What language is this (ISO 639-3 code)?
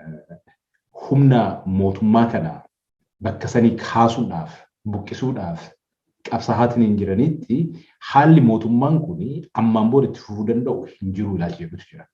orm